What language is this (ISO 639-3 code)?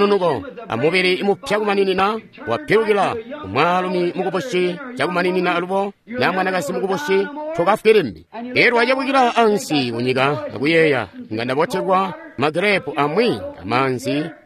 toi